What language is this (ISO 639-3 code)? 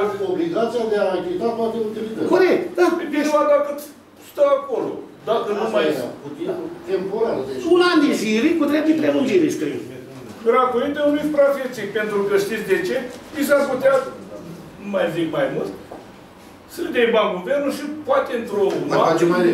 ron